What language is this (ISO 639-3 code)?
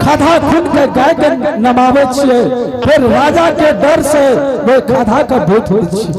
anp